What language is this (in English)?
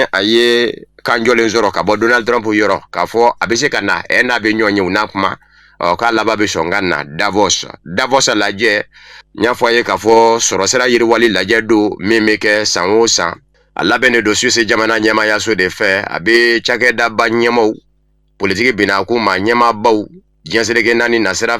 Bambara